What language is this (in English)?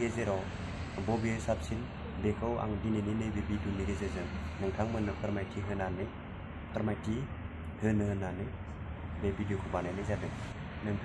Bodo